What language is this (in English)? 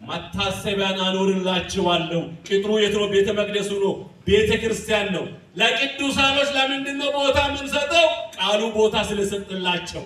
Amharic